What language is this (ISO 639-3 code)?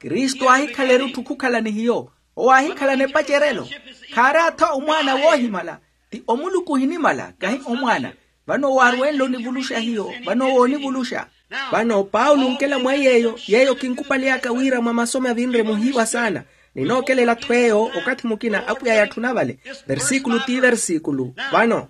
vmw